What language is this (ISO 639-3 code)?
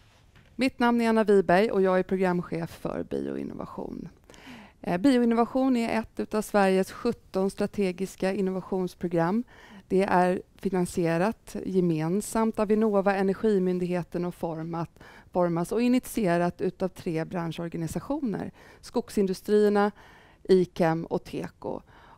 swe